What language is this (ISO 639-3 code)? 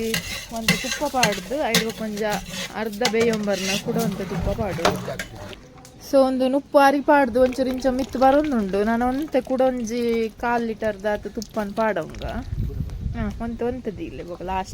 tcy